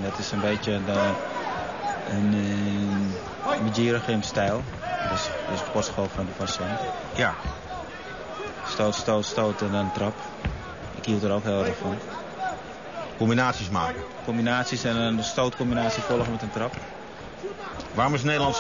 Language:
Dutch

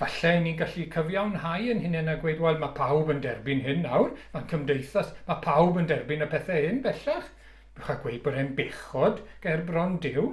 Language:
Welsh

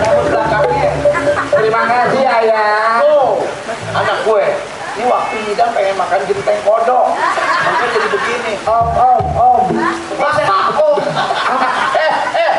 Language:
Betawi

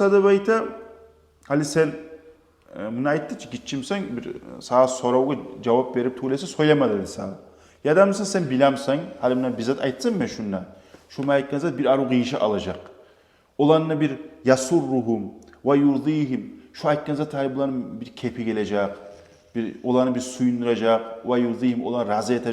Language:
Kumyk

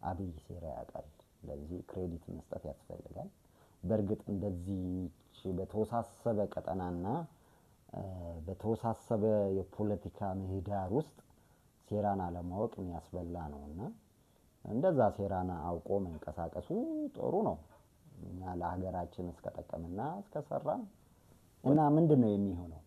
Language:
Amharic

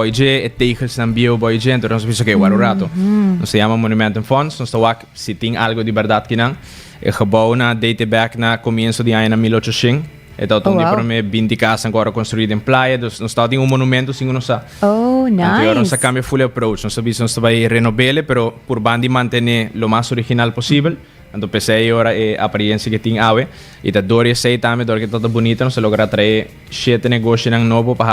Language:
Papiamento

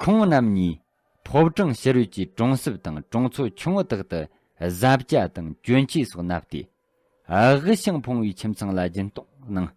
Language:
Tibetan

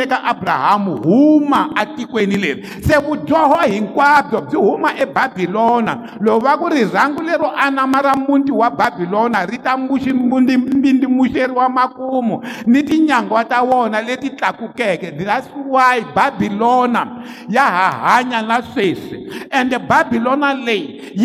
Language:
Tsonga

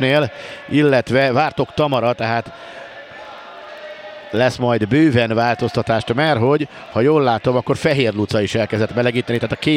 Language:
Hungarian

